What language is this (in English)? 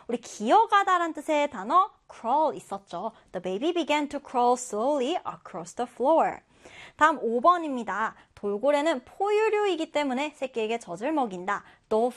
Korean